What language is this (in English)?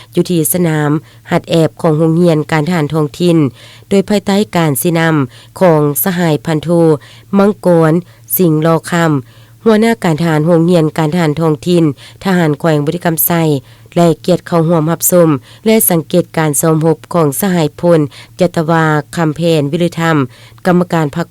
Lao